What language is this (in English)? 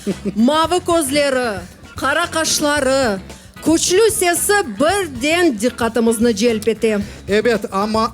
Crimean Tatar